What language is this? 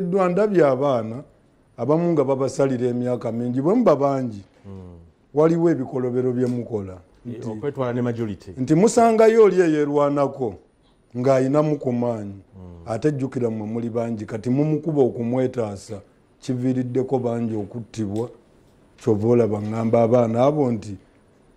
Ganda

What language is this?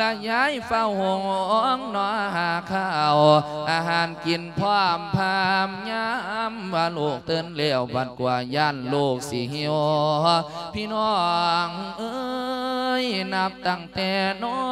Lao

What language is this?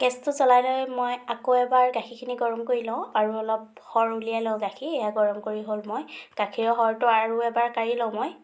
Assamese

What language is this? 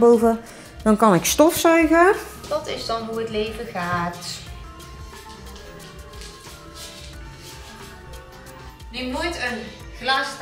Dutch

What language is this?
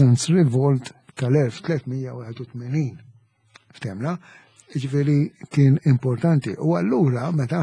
Maltese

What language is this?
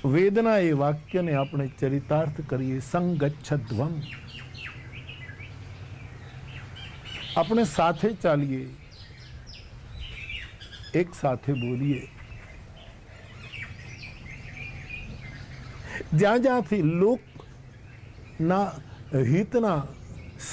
Gujarati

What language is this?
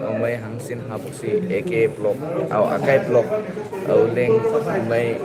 Naga Pidgin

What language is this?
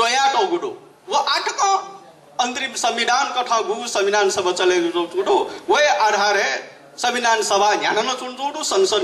Newari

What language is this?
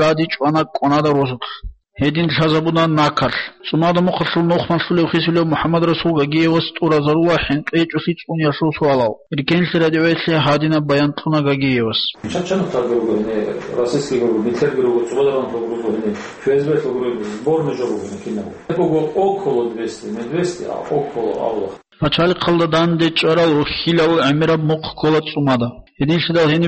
Avaric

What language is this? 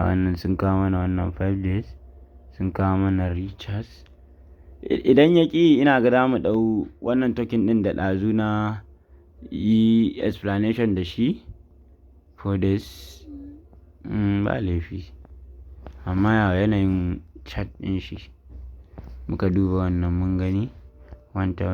Hausa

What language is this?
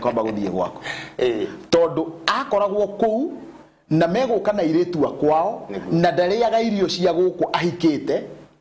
Kikuyu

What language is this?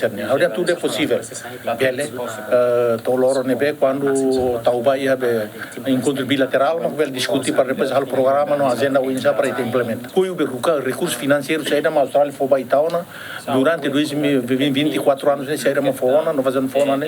Tetum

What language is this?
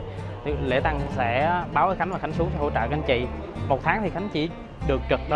Vietnamese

